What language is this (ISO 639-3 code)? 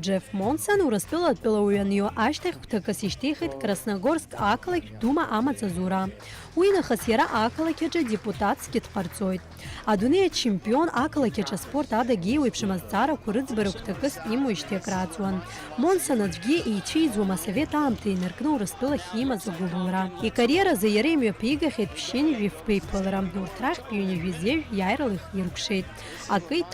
abk